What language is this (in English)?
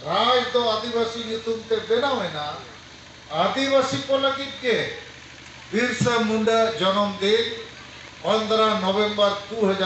Santali